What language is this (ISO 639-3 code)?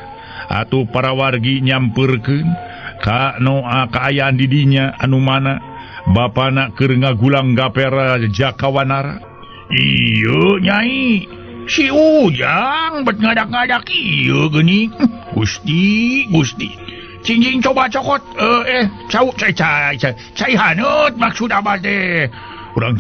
sun